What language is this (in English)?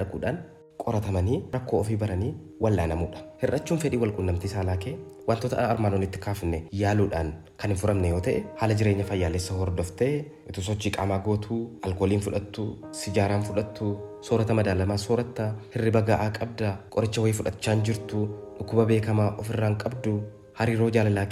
Oromo